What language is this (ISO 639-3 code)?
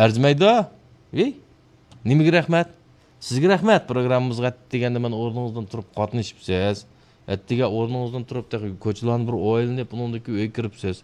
uig